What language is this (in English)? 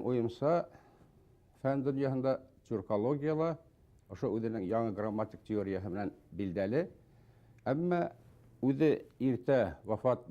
Bashkir